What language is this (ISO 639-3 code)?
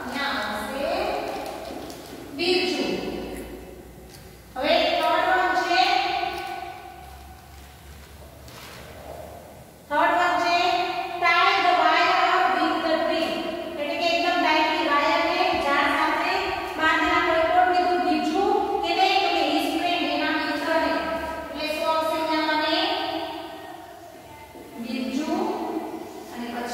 guj